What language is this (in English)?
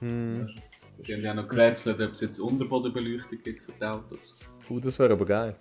Swiss German